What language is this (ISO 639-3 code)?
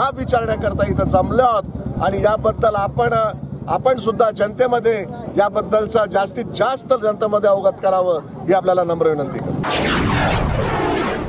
mar